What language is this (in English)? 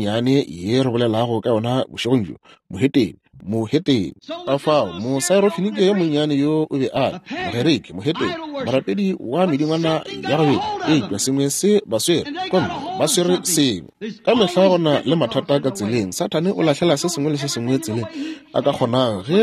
Northern Sotho